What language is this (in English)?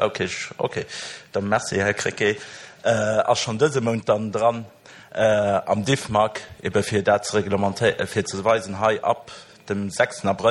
Luxembourgish